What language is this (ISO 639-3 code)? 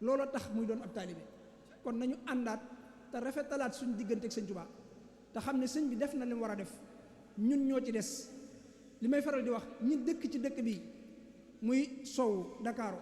wol